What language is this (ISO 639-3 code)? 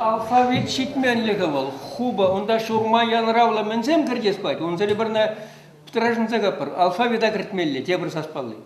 chv